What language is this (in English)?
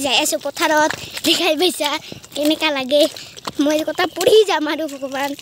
Assamese